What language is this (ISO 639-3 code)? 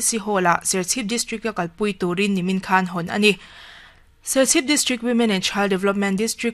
lus